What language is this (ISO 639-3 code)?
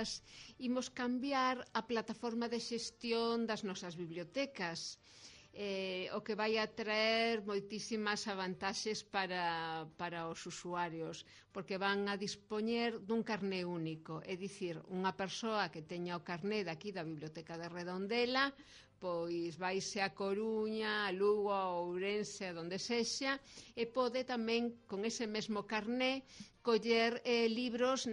glg